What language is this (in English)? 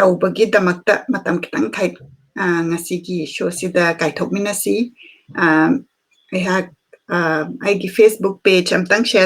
Manipuri